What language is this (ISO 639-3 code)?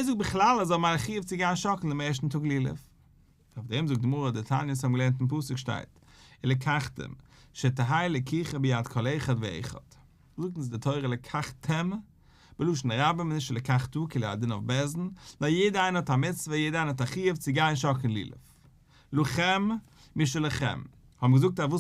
yid